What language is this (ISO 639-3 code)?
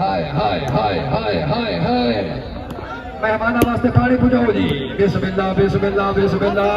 skr